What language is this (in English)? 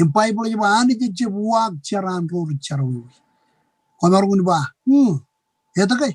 Marshallese